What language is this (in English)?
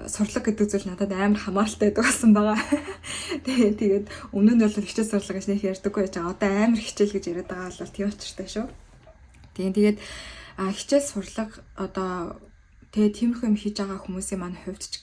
Mongolian